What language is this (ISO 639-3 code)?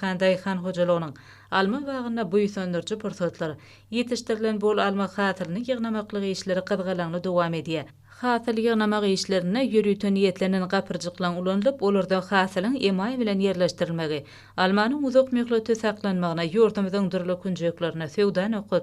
tuk